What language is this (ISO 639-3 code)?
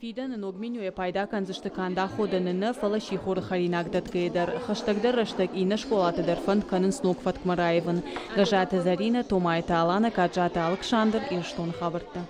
oss